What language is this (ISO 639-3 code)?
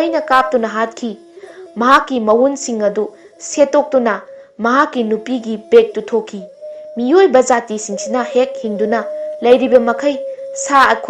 mni